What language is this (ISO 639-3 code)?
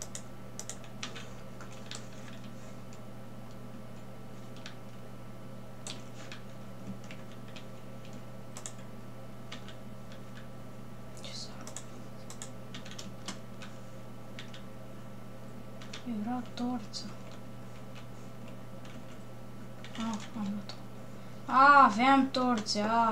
ron